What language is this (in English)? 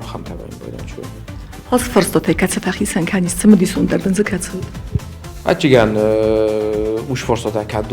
Ossetic